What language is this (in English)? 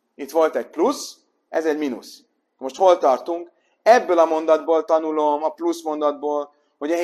Hungarian